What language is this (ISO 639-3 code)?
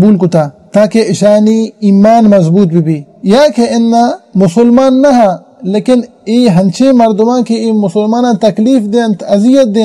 bal